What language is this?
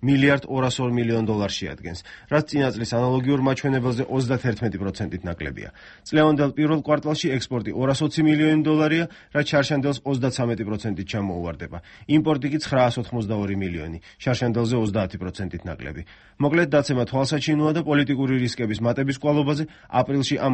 Georgian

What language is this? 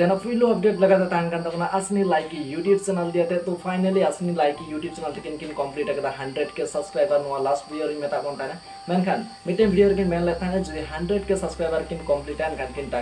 Santali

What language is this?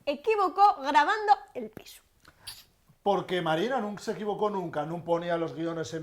Asturian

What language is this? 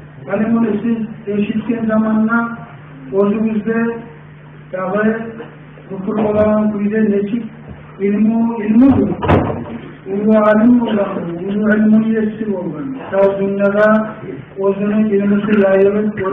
Kumyk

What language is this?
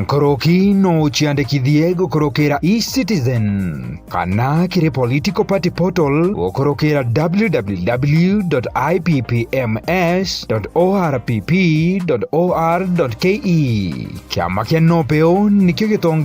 Meru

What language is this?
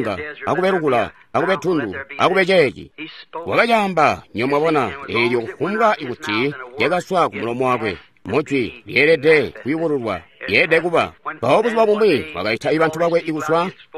Tonga (Zambia)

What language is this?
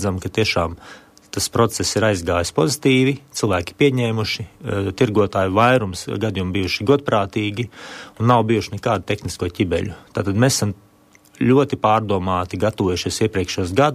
Latvian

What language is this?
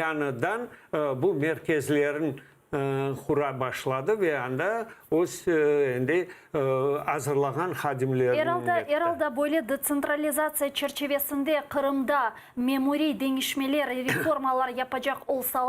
Crimean Tatar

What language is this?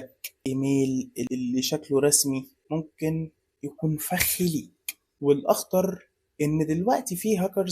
Egyptian Arabic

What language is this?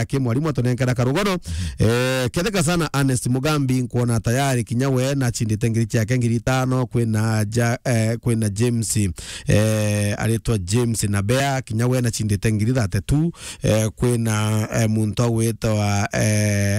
Meru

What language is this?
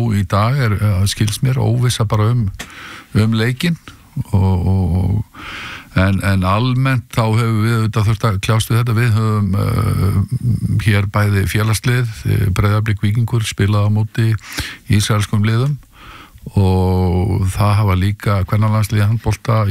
Icelandic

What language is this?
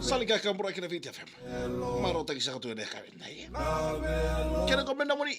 Fijian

